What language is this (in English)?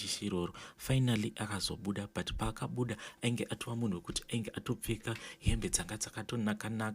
Shona